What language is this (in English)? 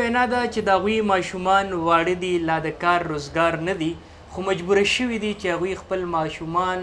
Pashto